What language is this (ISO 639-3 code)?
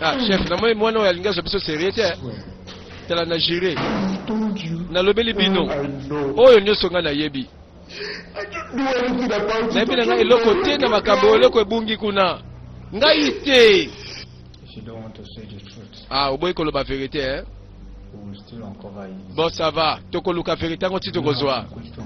lin